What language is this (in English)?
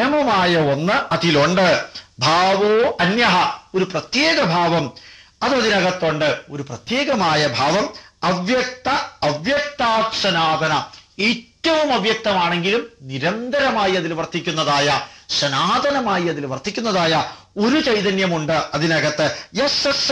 Malayalam